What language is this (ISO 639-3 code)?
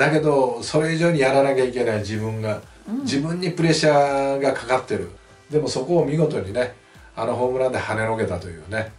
jpn